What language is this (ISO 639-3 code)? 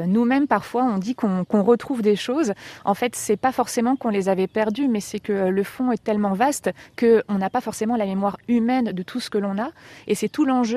fra